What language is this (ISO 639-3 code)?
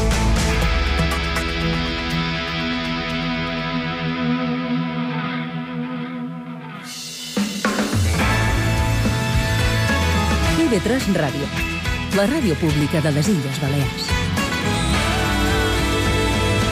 cat